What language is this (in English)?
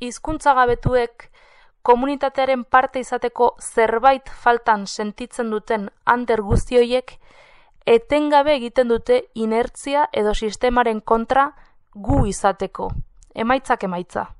Basque